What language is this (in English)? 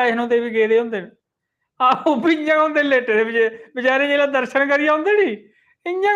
Dogri